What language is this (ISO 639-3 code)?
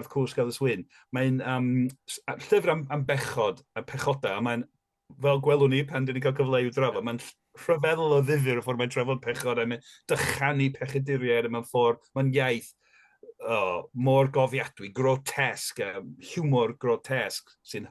cym